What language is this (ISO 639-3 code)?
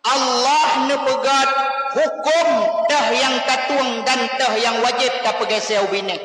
ace